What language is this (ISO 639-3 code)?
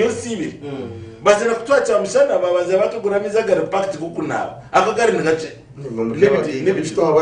nyn